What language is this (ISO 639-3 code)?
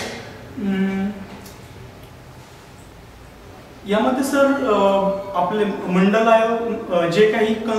mar